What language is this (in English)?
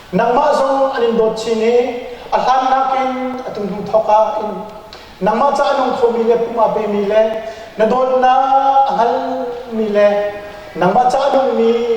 Hakha Chin